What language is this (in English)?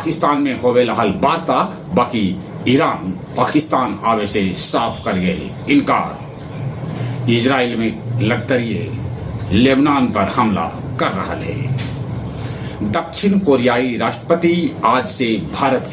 Magahi